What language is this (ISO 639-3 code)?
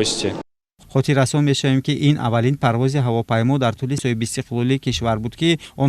tgk